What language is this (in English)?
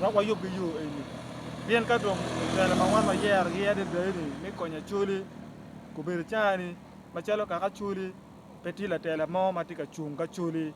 Acoli